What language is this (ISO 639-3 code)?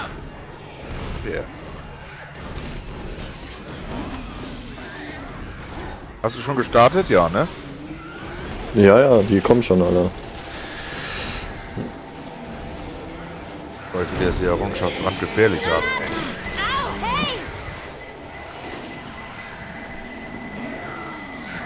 deu